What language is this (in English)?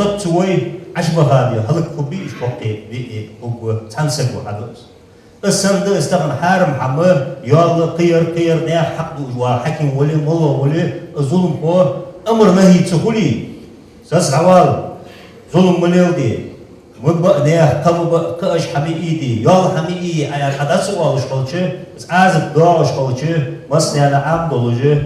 Ingush